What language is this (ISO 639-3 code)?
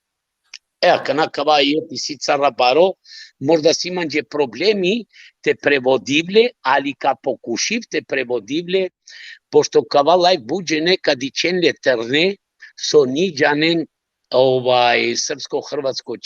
rmn